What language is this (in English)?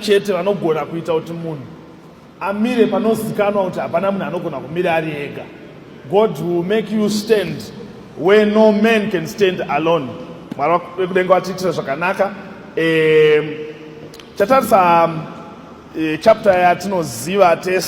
Shona